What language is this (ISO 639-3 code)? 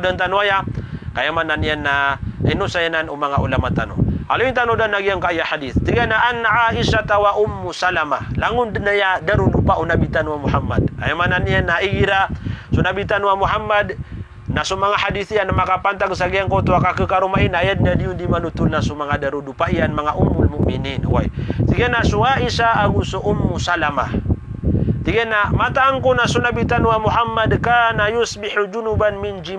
mrw